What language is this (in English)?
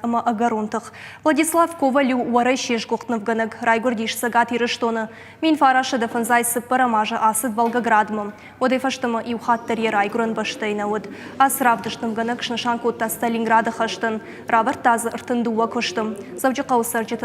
Ossetic